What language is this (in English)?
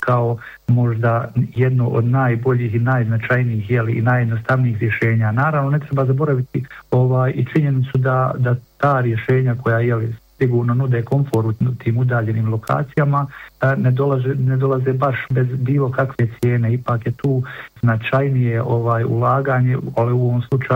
Bosnian